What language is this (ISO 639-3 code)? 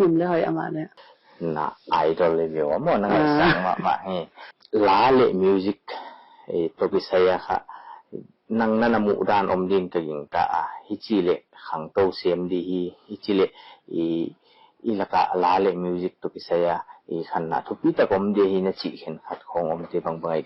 pck